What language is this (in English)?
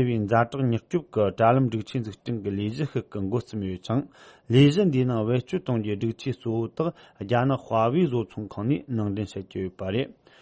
Tibetan